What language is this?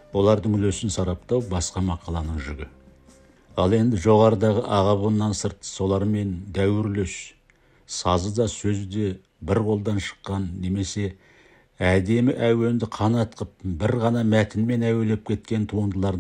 Kazakh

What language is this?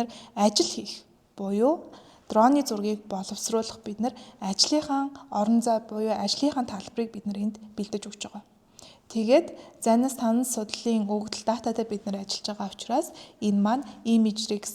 Mongolian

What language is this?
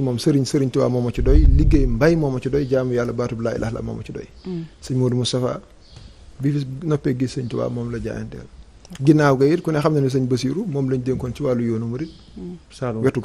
Wolof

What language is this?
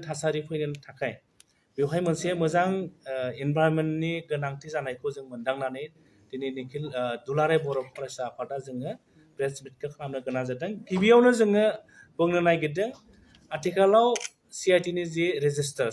Bodo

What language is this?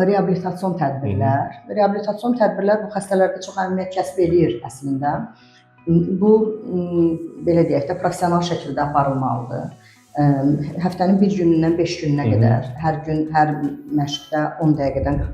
Azerbaijani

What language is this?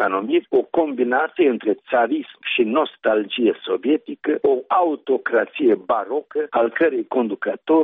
Romanian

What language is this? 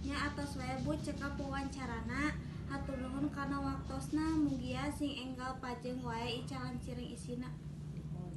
Sundanese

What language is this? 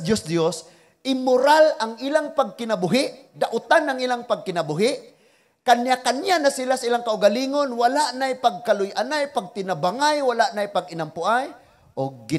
Cebuano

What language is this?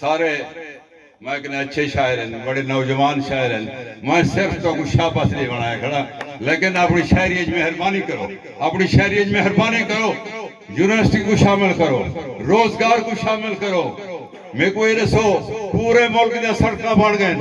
Saraiki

